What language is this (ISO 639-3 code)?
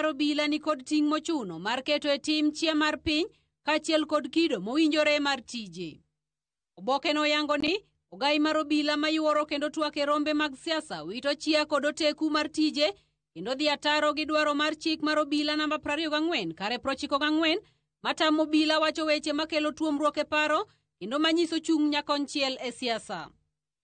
luo